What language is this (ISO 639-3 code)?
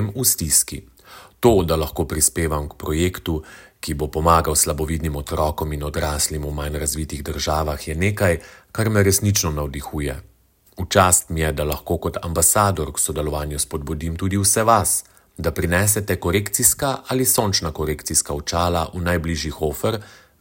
slv